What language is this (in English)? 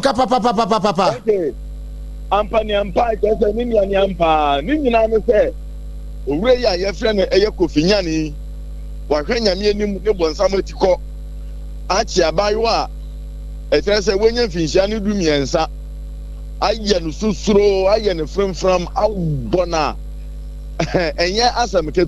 Akan